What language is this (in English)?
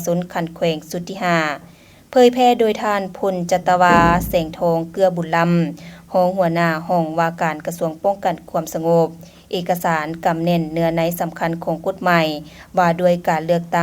Lao